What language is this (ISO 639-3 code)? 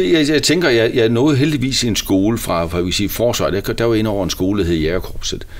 dan